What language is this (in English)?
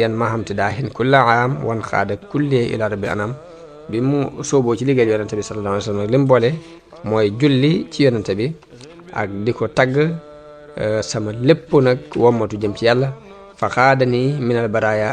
Wolof